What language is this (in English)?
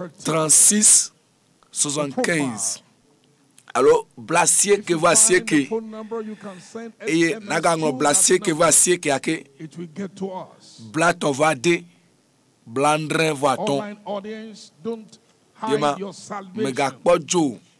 Ewe